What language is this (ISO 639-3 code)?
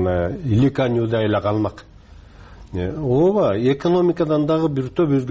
kir